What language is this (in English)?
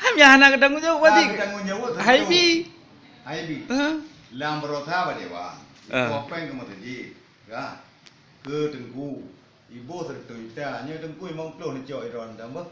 Achinese